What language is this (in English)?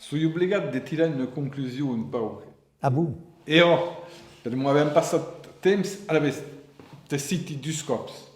Occitan